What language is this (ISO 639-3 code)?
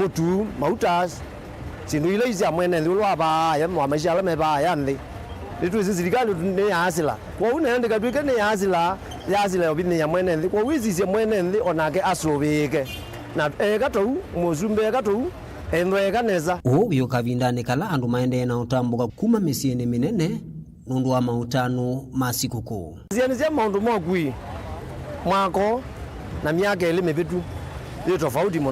kam